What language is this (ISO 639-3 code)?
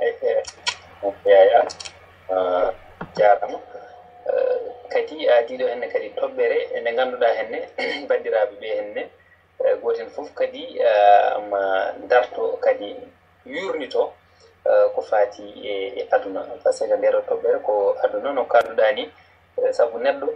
ful